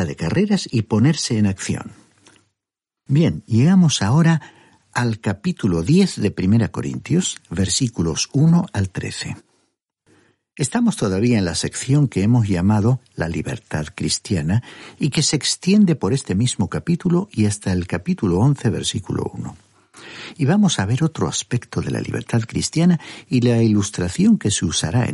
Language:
Spanish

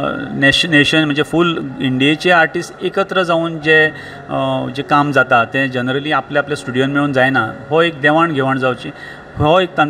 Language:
Konkani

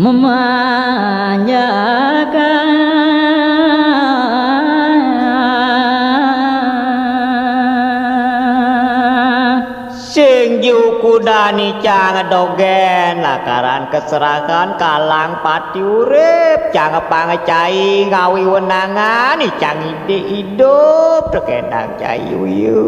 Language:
Balinese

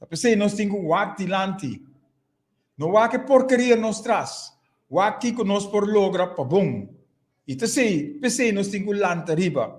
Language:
Papiamento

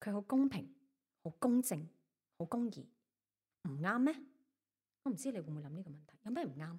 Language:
Cantonese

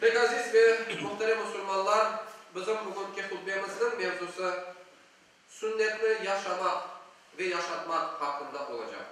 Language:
Crimean Tatar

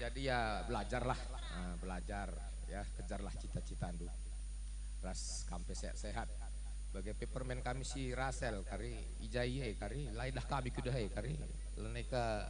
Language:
Batak Karo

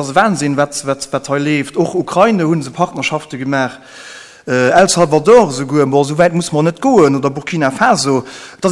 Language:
Luxembourgish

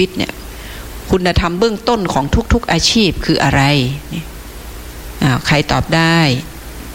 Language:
Thai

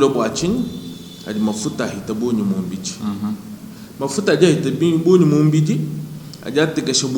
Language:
Luba-Lulua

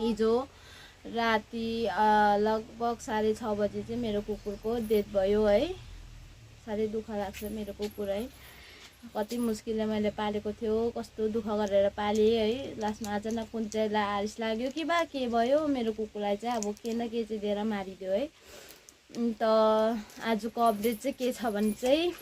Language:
Nepali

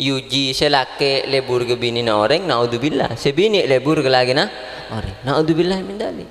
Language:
Madurese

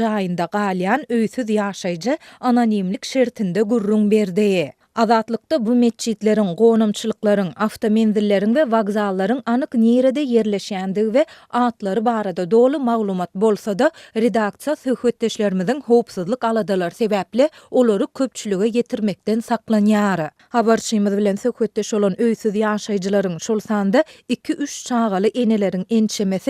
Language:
Turkmen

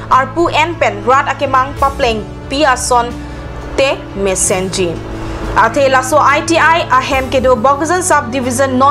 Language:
Karbi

